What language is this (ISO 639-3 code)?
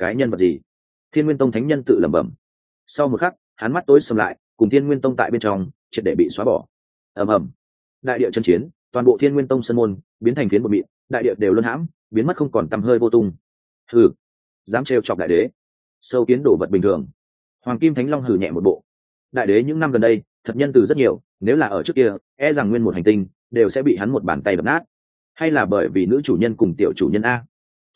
vie